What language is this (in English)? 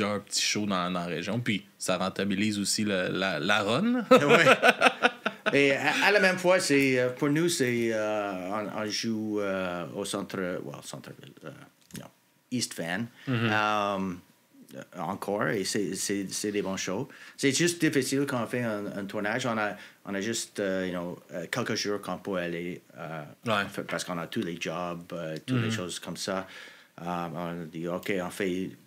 French